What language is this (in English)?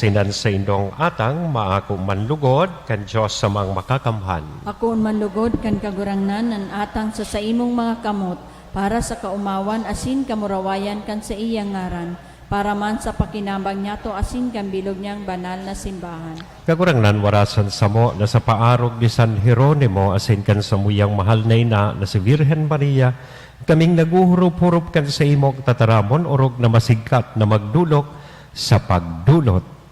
Bikol